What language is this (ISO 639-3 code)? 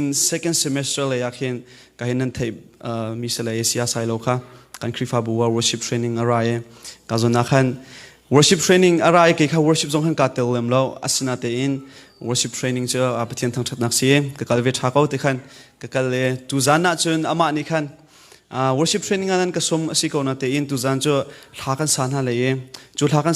cnh